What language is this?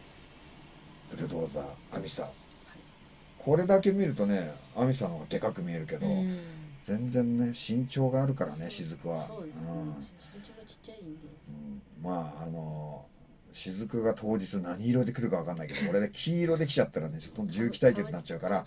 Japanese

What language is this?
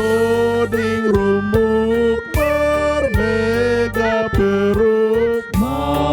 Batak Simalungun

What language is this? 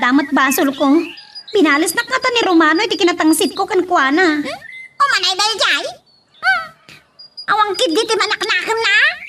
Iloko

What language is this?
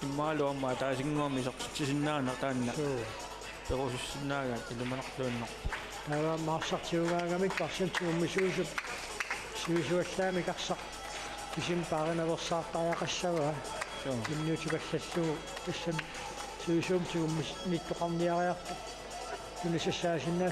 Kalaallisut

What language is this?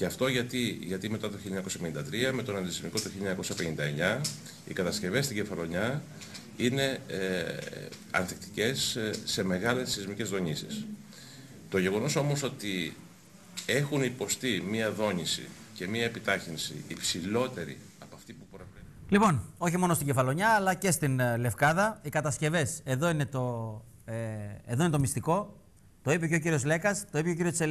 Greek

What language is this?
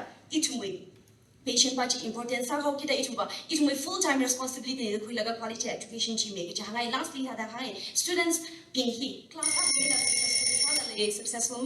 Tangkhul Naga (India)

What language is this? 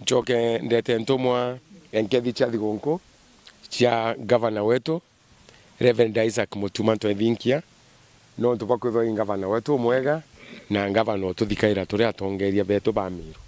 Meru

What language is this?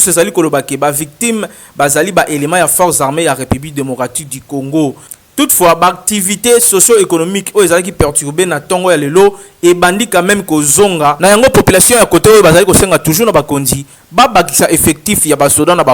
Lingala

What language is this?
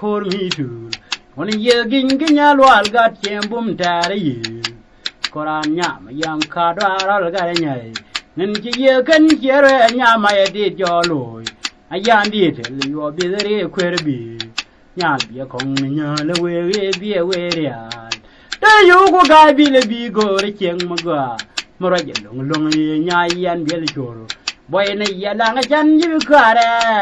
Nuer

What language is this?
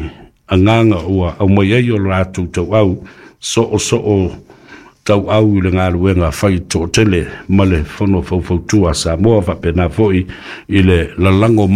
Samoan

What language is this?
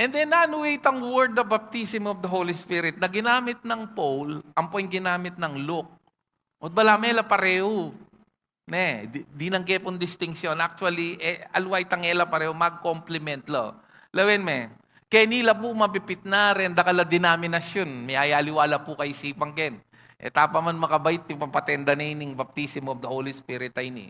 Pampanga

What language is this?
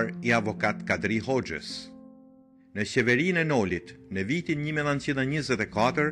Albanian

